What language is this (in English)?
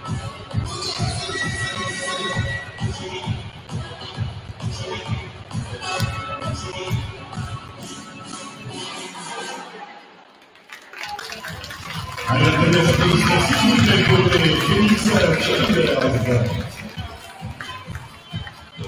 French